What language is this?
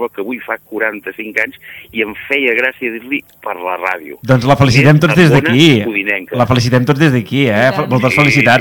Catalan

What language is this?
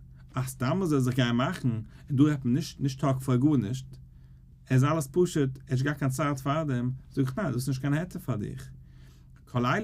Yiddish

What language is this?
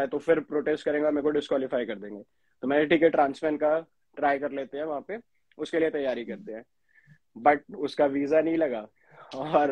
Hindi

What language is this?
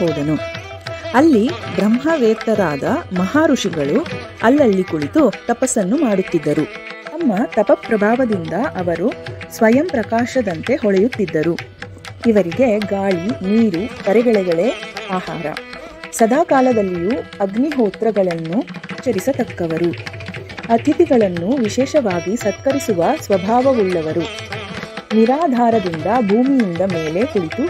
Kannada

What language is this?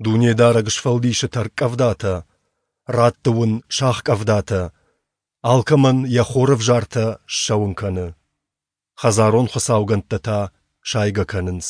Ossetic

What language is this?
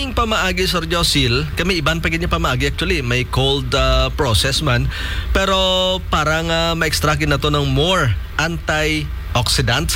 Hiligaynon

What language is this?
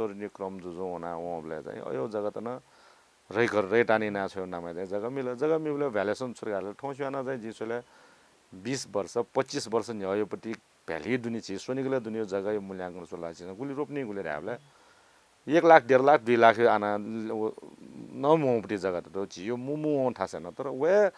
Newari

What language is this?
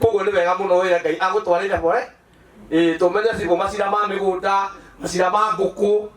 Kikuyu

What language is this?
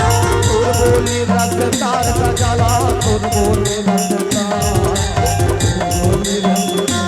Chhattisgarhi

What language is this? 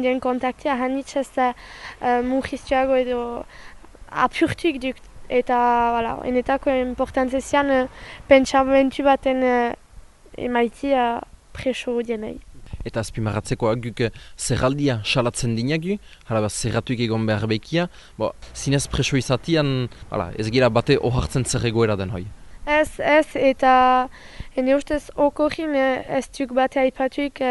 Basque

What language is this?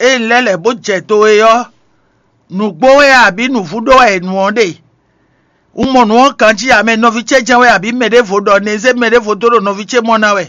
Fon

